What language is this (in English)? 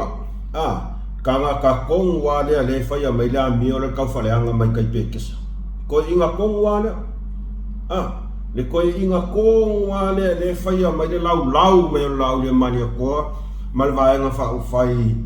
Samoan